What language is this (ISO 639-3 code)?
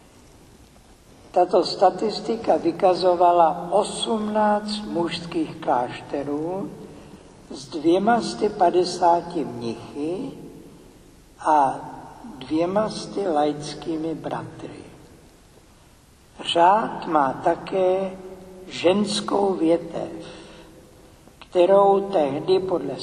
ces